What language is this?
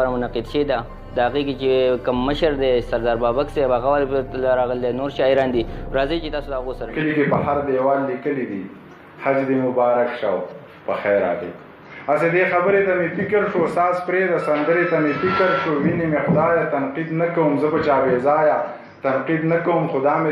Pashto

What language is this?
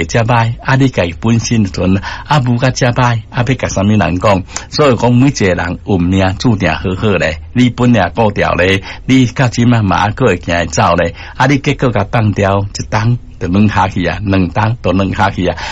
Min Nan Chinese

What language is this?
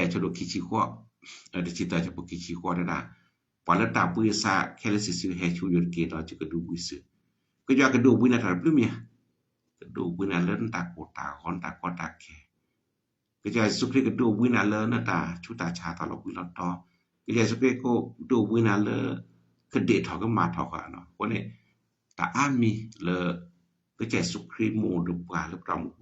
S'gaw Karen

